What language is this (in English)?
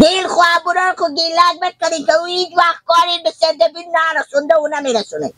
Persian